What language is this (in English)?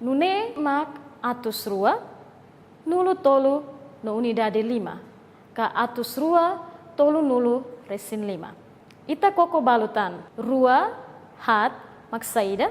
Tetum